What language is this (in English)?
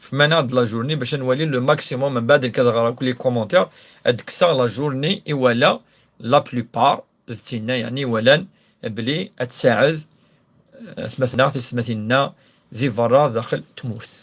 Kabyle